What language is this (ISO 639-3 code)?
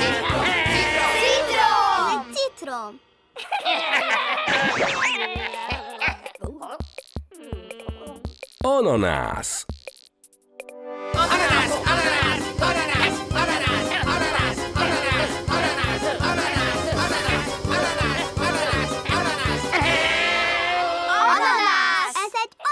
hun